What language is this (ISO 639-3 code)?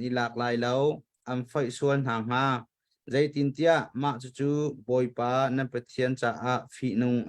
cnh